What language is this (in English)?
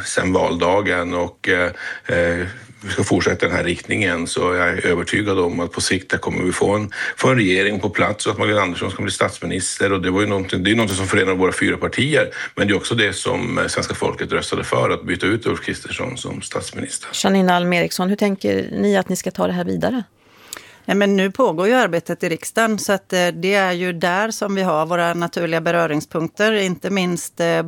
Swedish